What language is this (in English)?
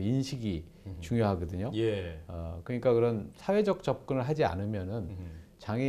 Korean